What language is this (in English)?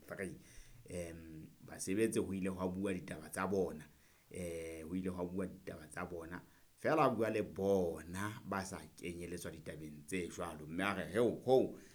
Southern Sotho